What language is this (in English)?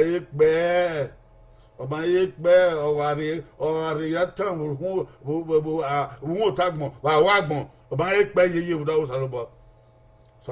Bini